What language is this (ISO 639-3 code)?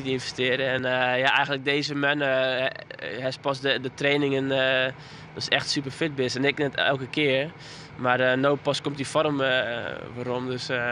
fry